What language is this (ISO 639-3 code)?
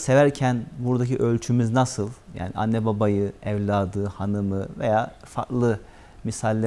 tur